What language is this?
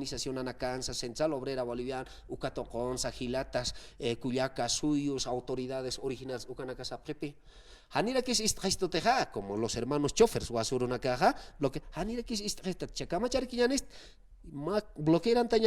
Aymara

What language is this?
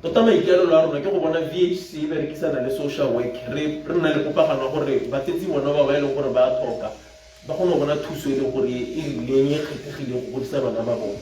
Tswana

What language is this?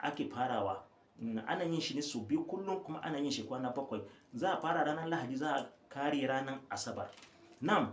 Hausa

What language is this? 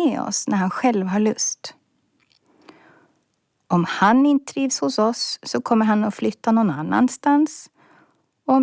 Swedish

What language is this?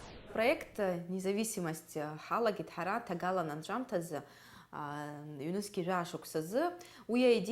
Abkhazian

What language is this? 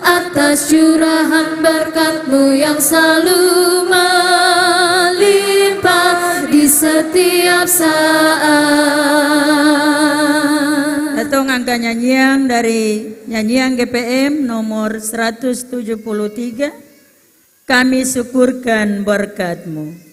Ambonese Malay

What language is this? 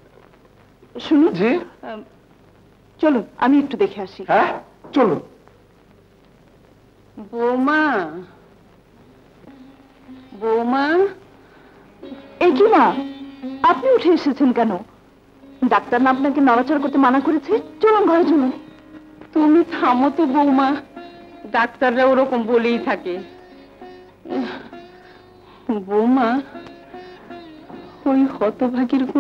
Bangla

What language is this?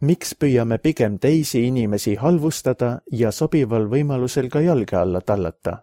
Estonian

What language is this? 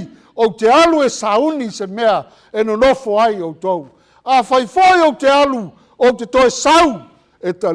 Samoan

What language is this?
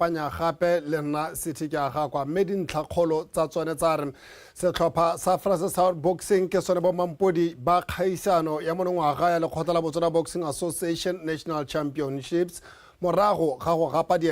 Tswana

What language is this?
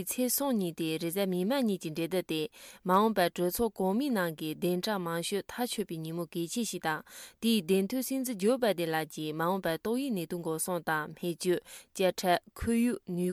Tibetan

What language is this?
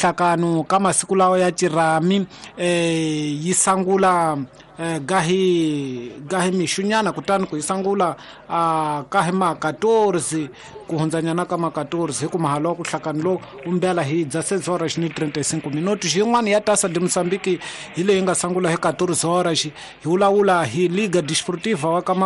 Tsonga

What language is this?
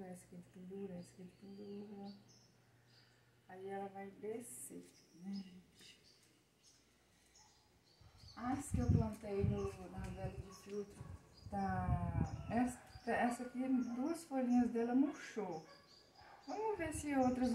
Portuguese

